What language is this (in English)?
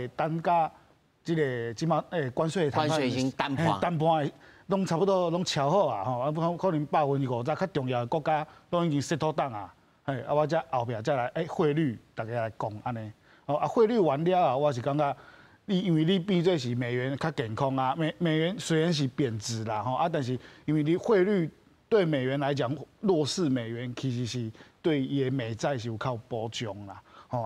Min Nan Chinese